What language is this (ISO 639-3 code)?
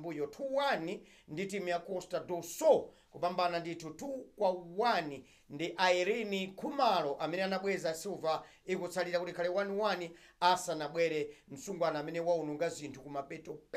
nya